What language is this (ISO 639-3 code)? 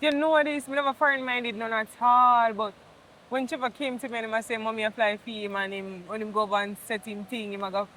jam